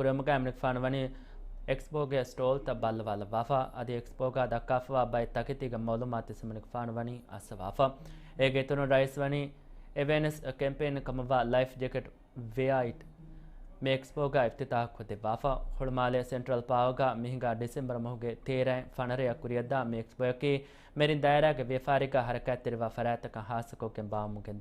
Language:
Divehi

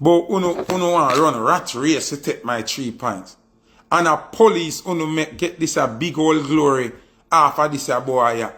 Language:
Jamaican Creole English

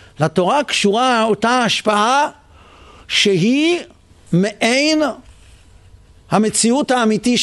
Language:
Hebrew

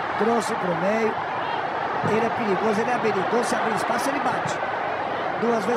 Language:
Portuguese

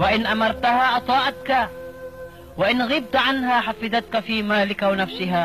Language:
Maranao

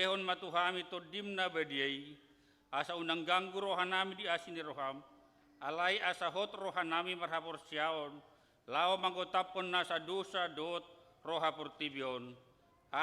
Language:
Batak Toba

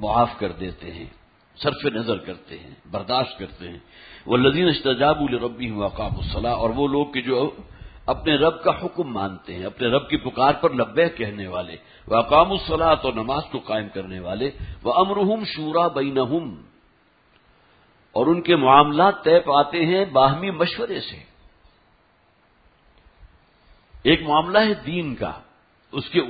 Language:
Urdu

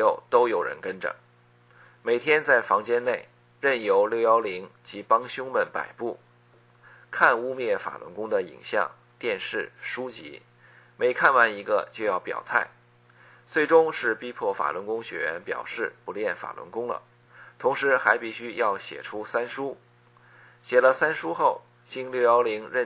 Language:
Chinese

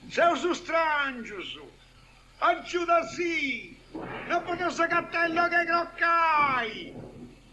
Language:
Sardinian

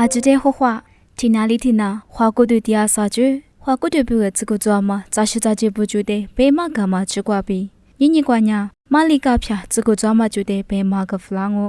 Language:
Lisu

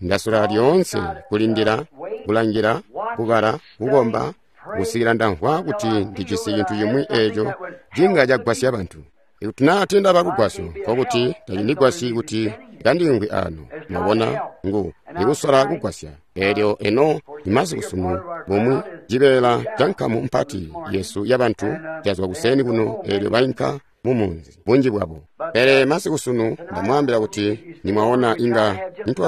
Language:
Tonga (Zambia)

